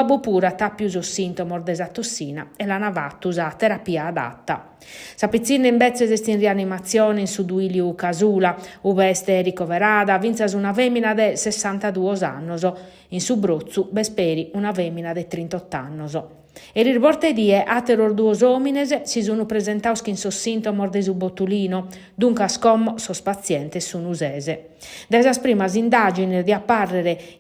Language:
Sardinian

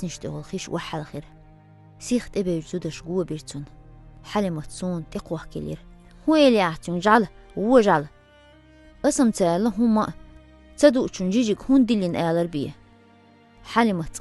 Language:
Chechen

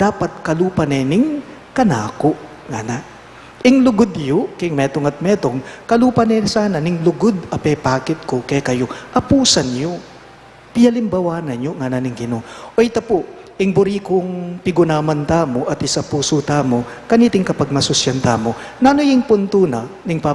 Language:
Pampanga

